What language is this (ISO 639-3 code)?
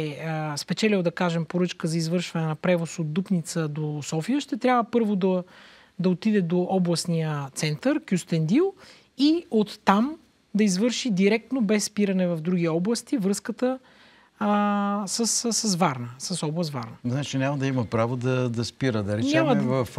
bul